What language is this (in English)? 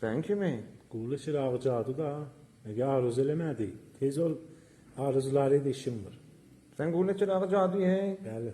Azerbaijani